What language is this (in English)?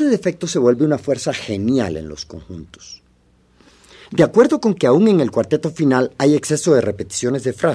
Spanish